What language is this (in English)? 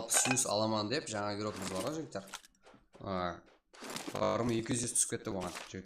Kara-Kalpak